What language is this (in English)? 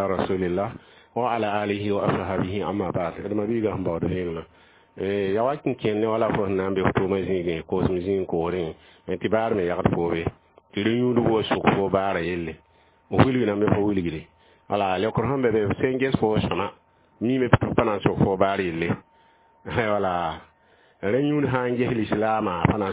Mossi